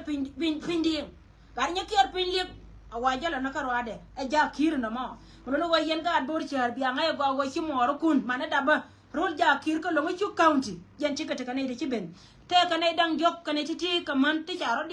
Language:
Nuer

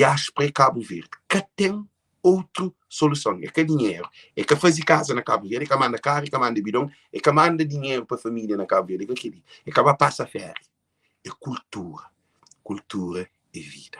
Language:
Kabuverdianu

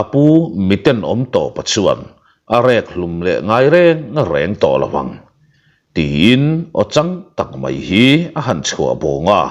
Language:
Mizo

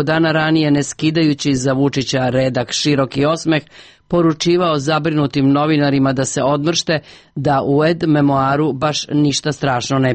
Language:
Serbian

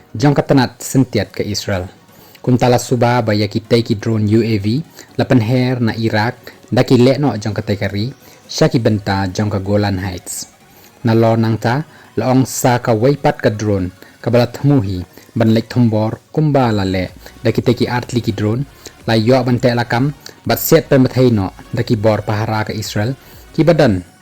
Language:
Khasi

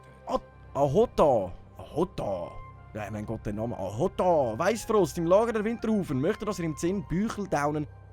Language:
Swiss German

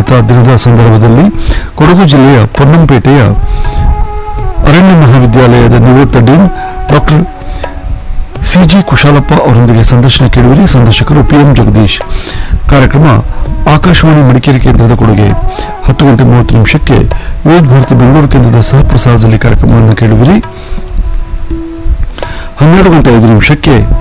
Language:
Kannada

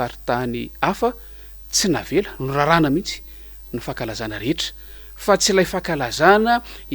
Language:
Malagasy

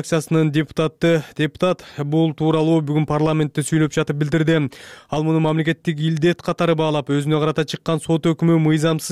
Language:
Kyrgyz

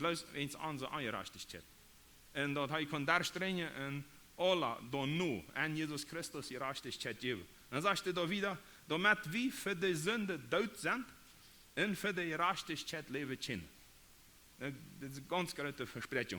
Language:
Plautdietsch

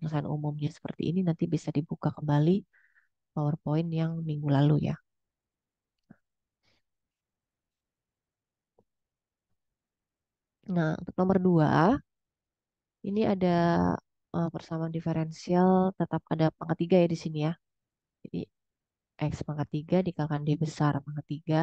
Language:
Indonesian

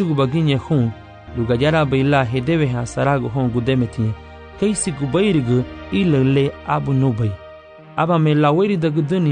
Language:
Garifuna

